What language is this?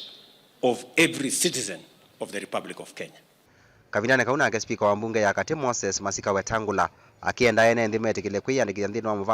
Kamba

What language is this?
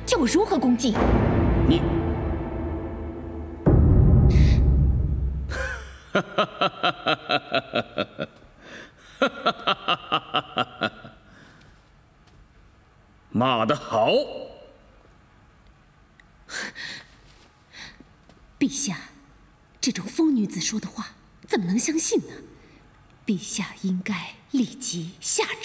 Chinese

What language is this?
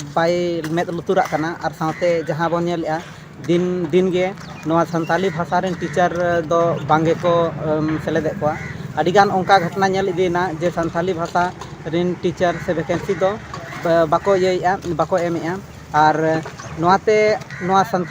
Santali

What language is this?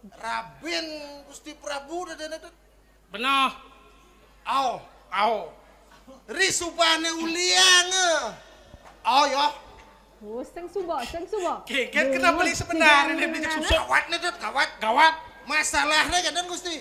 Balinese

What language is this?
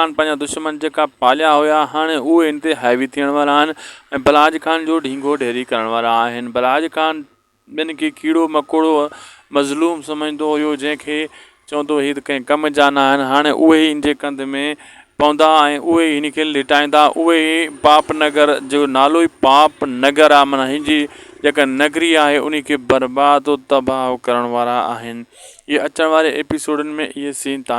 Sindhi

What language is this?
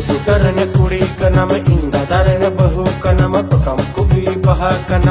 Santali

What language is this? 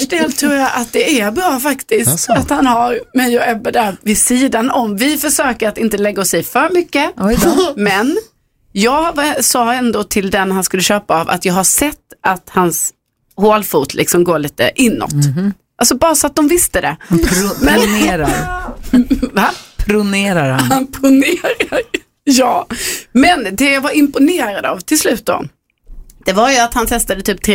Swedish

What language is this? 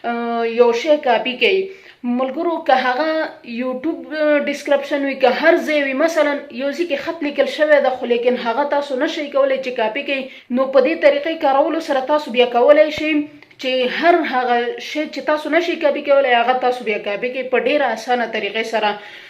Pashto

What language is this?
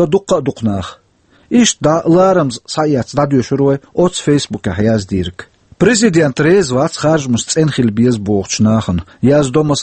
Chechen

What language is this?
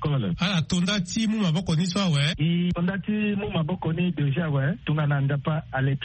Sango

